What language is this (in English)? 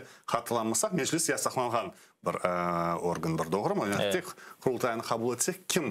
Crimean Tatar